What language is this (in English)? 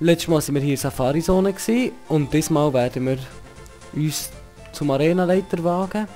Swiss German